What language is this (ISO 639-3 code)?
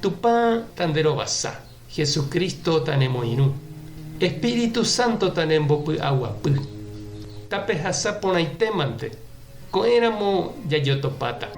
grn